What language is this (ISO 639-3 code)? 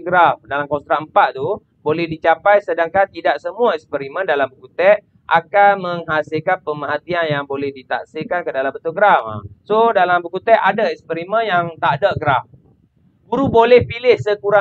msa